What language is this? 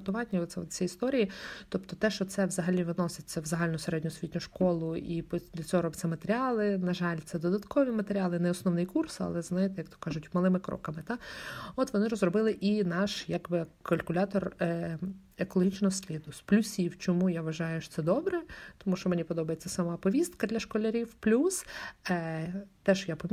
Ukrainian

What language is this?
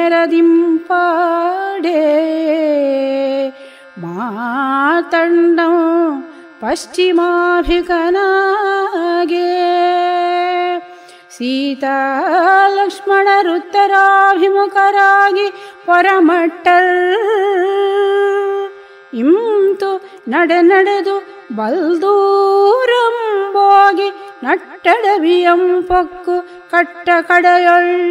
Kannada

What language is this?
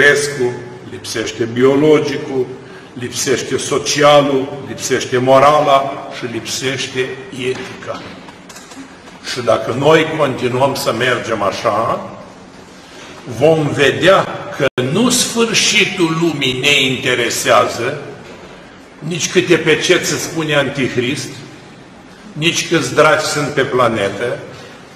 Romanian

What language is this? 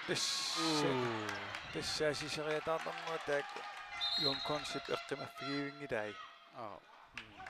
Kalaallisut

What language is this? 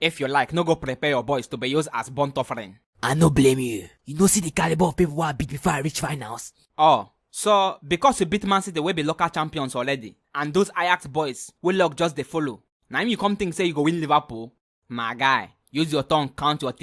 Nigerian Pidgin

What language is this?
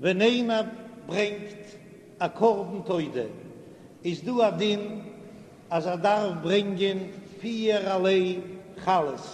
Yiddish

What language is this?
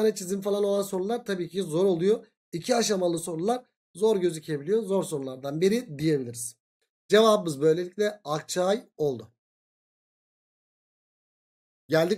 Turkish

